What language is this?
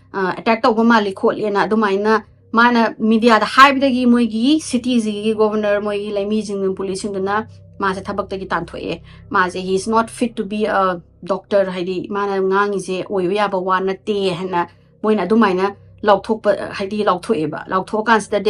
Manipuri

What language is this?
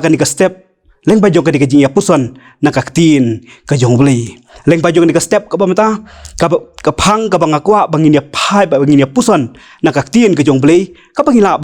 Khasi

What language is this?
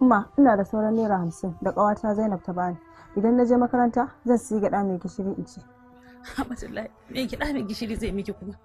Hausa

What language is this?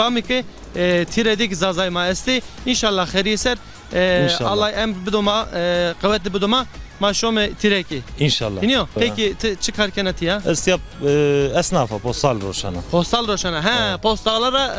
Zaza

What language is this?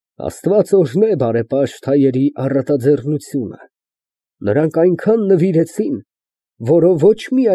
Armenian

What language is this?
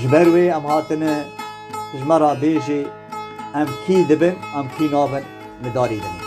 Kurdish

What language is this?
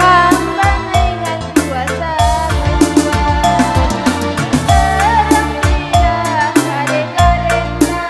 Batak Karo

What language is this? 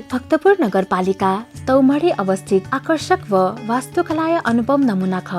Newari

